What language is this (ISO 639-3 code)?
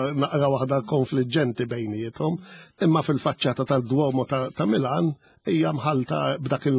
mlt